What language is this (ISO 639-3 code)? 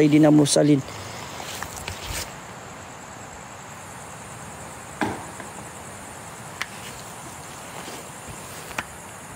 msa